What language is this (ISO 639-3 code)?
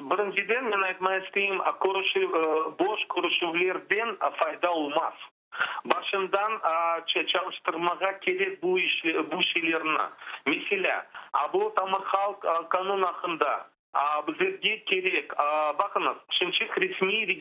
crh